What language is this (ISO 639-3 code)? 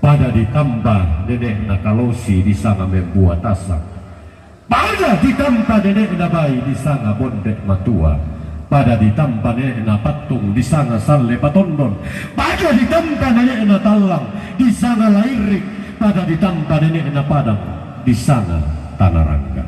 sda